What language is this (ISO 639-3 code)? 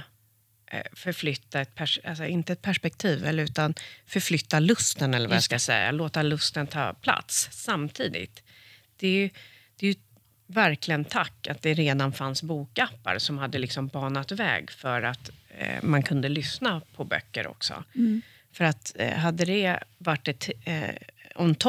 swe